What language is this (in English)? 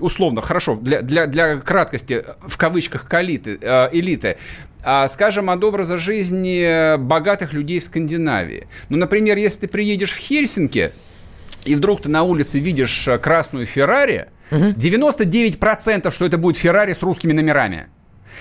Russian